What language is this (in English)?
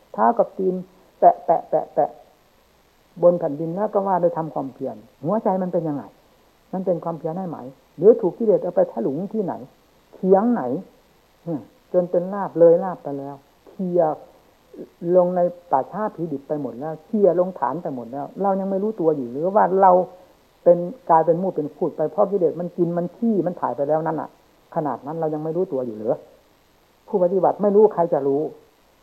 Thai